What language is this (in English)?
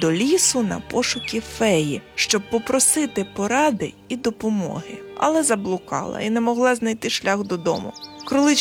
Ukrainian